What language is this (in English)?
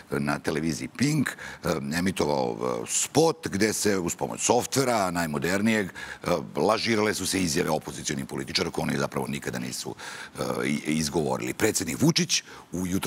Serbian